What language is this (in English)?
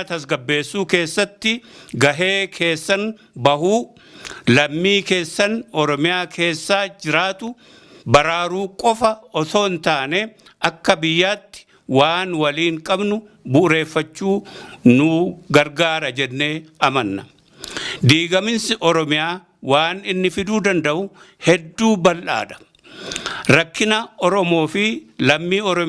Oromo